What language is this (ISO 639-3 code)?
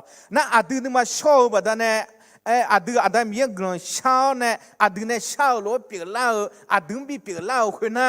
ahk